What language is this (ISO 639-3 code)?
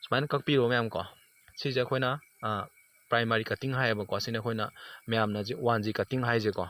mni